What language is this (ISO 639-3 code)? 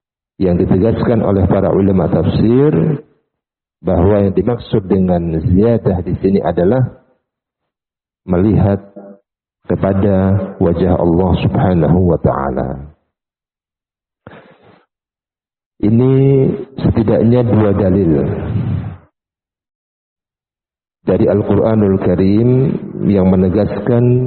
ind